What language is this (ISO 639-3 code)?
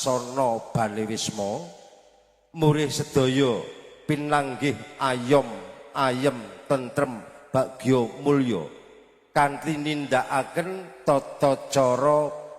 jav